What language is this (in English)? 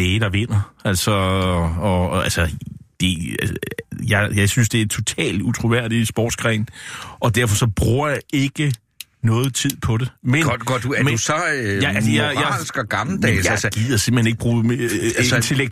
Danish